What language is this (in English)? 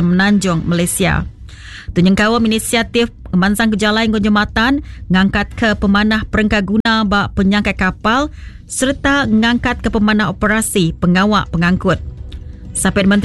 Iban